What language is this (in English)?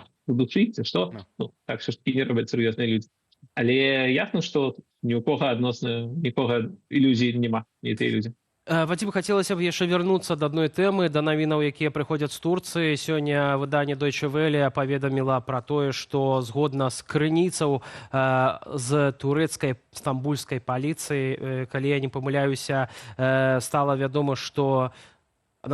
Belarusian